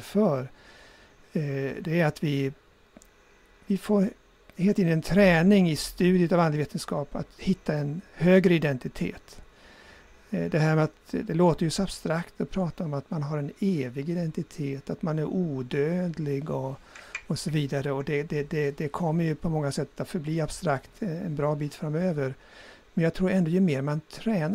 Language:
Swedish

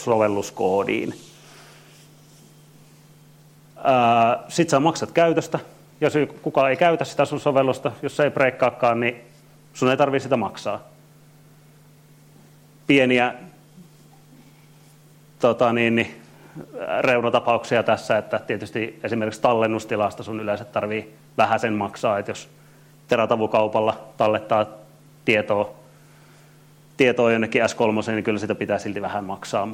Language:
Finnish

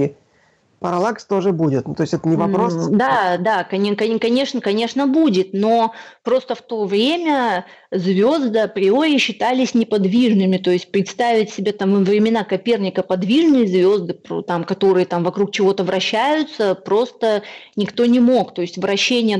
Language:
Russian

